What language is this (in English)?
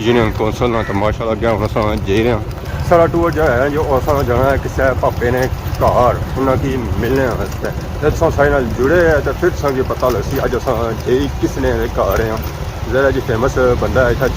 Pahari-Potwari